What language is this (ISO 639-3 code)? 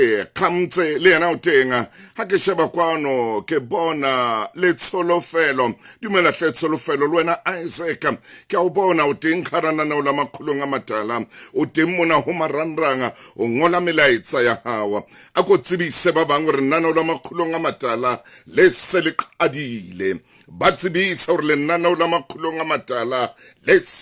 sot